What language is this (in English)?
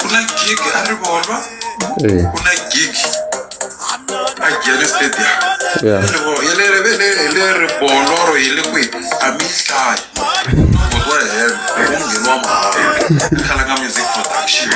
Tsonga